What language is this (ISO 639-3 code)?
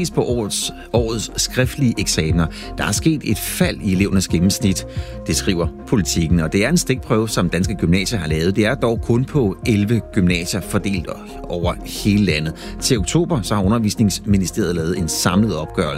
dan